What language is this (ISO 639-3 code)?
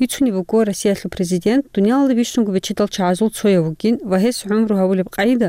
ava